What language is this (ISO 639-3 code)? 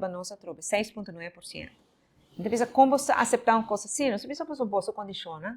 pap